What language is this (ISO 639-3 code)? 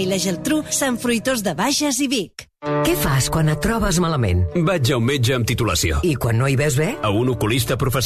cat